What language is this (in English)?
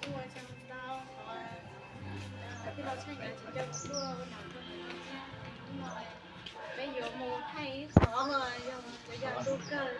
Hmong